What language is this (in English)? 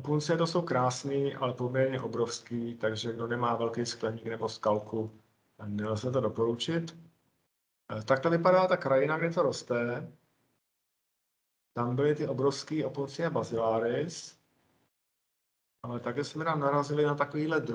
Czech